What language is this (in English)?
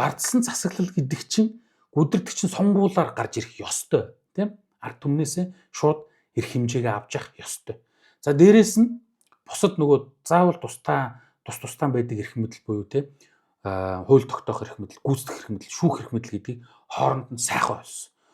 Mongolian